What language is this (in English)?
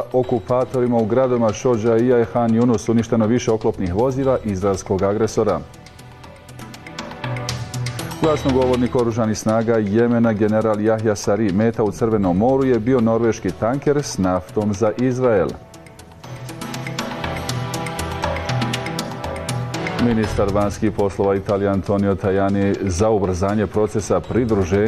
Bosnian